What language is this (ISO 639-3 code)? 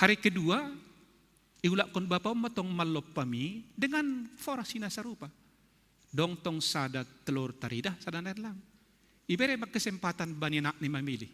bts